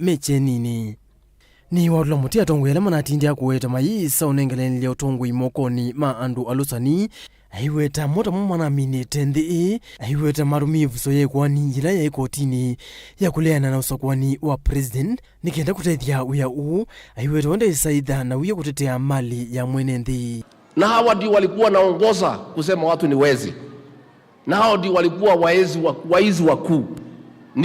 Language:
Kamba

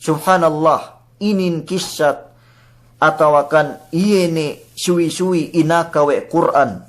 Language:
Yakan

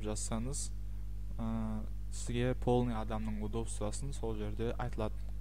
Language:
Kazakh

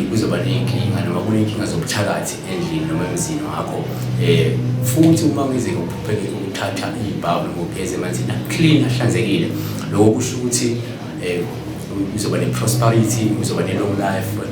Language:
Zulu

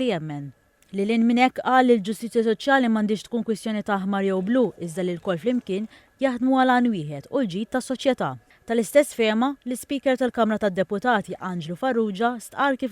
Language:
Maltese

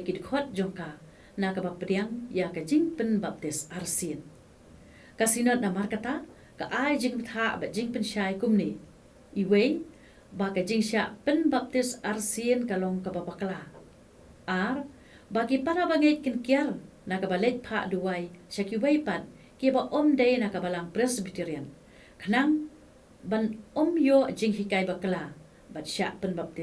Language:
Khasi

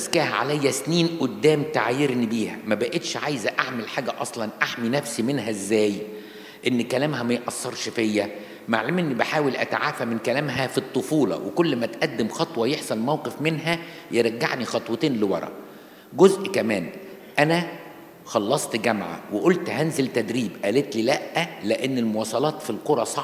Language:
Egyptian Arabic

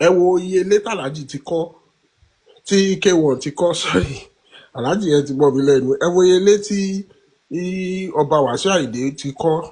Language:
Yoruba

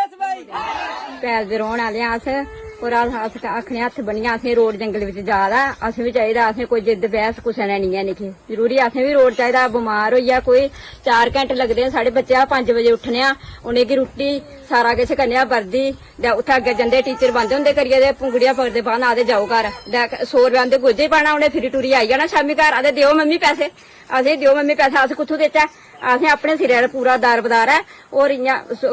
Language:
Dogri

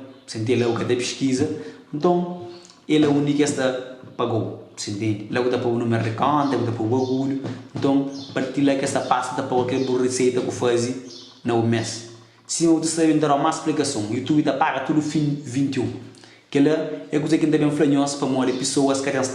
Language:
Kabuverdianu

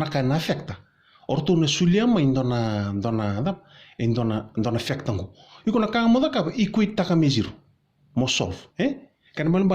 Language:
Fijian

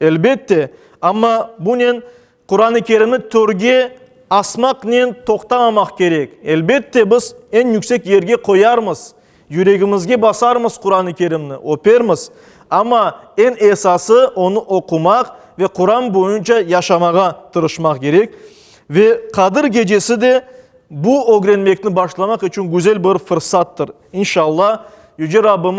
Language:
Crimean Tatar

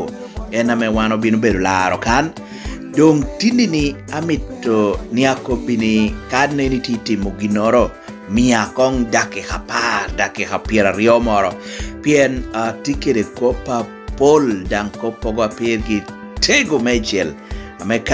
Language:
Lango (Uganda)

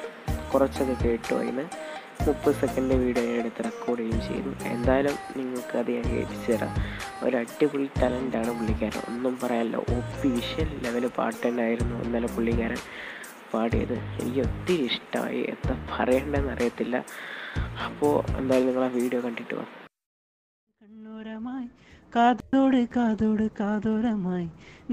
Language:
Malayalam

